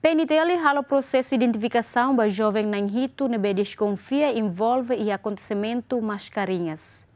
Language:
Tetum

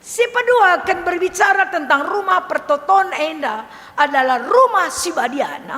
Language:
Batak Karo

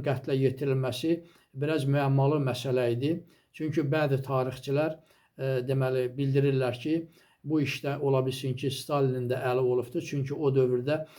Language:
Azerbaijani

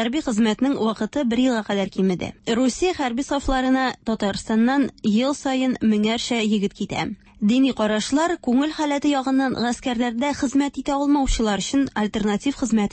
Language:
Tatar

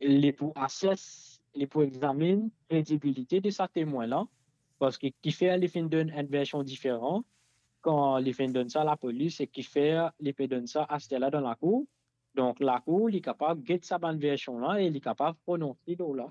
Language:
Morisyen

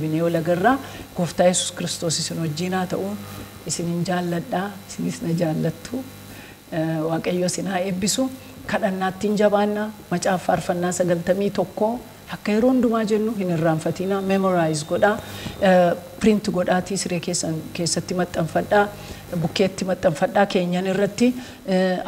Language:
Oromo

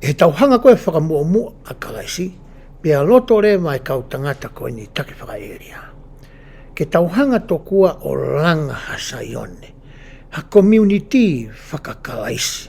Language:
Tongan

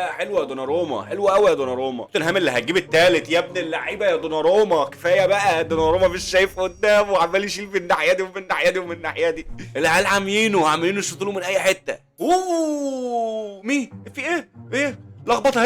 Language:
Egyptian Arabic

